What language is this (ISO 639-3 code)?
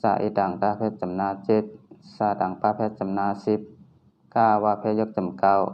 shn